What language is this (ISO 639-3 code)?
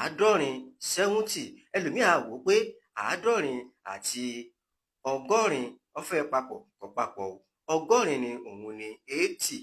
yor